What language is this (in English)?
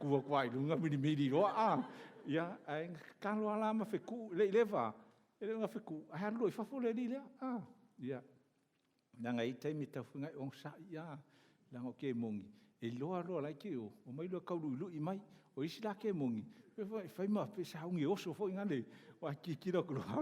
Samoan